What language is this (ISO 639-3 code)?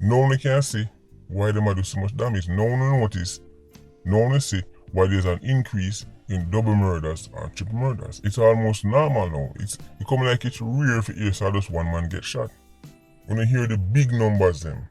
jam